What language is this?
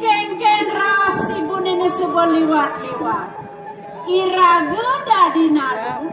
Balinese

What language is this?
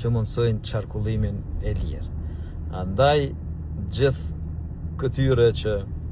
Albanian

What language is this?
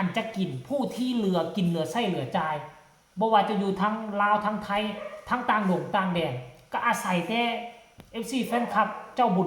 Northeastern Thai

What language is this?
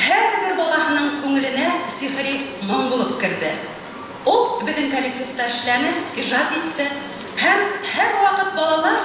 Bashkir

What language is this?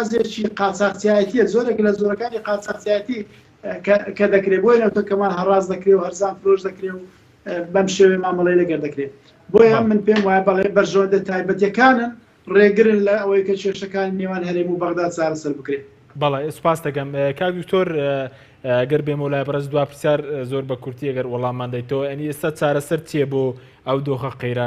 Central Kurdish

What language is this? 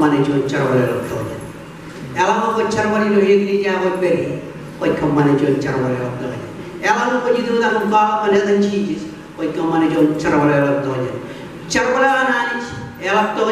Marshallese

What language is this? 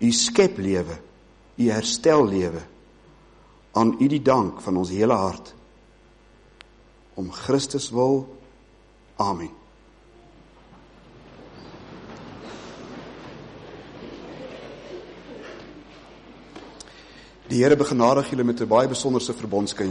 Afrikaans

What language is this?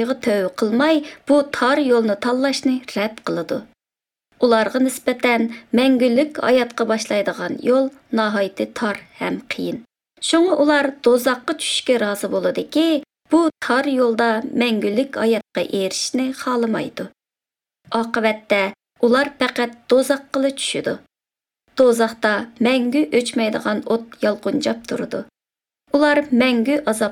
Uzbek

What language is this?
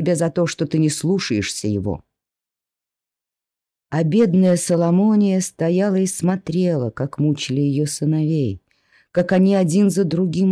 Russian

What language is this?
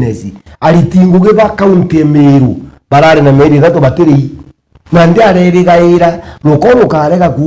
Meru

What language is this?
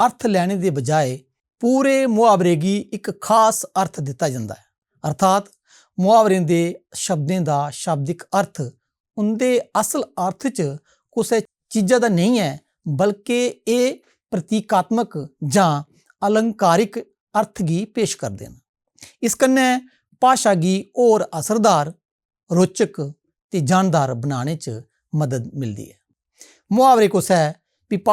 Dogri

